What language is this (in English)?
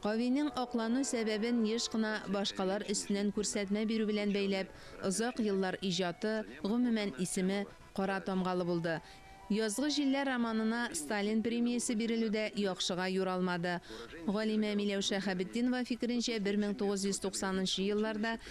Tatar